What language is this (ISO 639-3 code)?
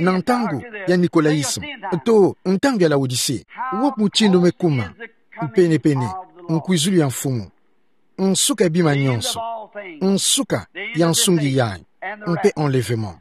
ktu